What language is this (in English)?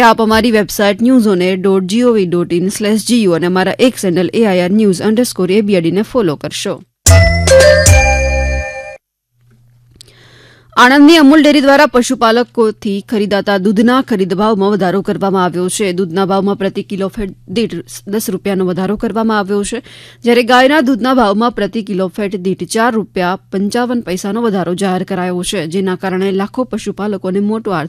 Gujarati